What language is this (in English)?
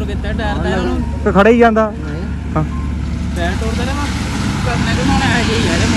Punjabi